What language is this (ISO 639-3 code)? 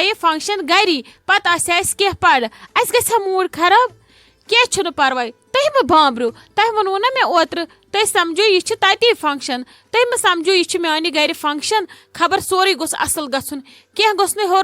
kas